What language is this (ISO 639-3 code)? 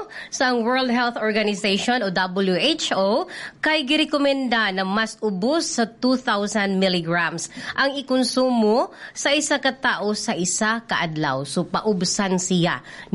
ceb